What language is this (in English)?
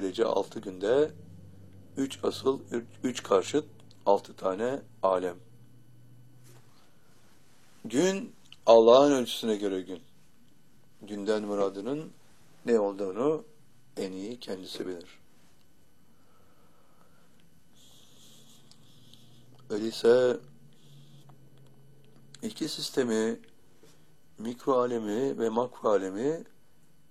Turkish